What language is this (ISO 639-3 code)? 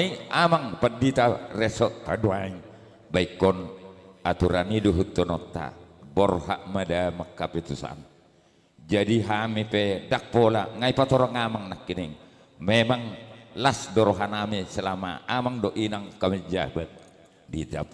bbc